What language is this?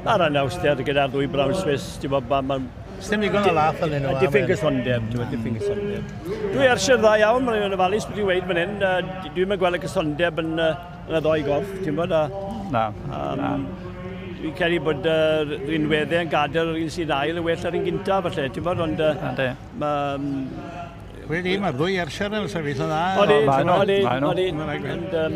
Welsh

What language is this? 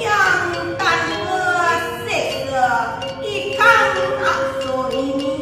Balinese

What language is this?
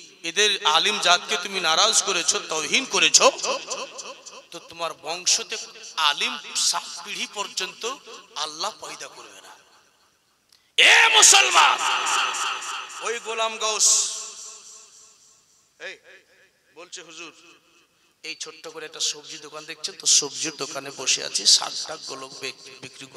Bangla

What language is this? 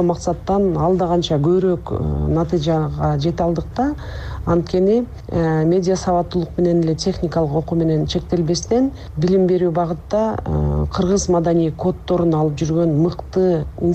Kyrgyz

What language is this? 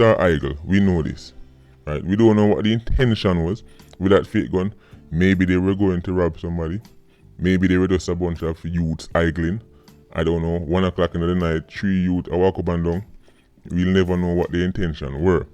Jamaican Creole English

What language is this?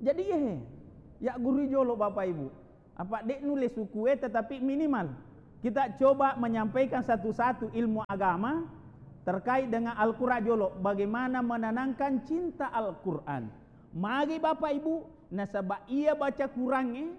Buginese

